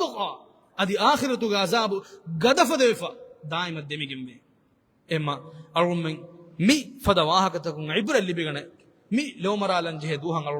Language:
Divehi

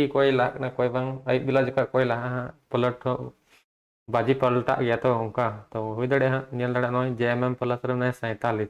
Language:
Santali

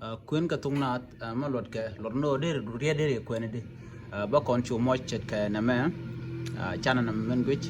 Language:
Nuer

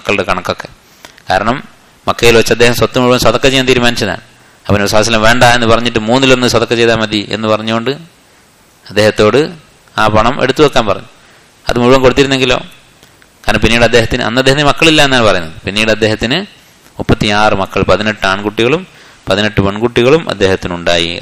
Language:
Malayalam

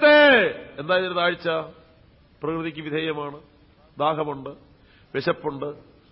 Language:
Malayalam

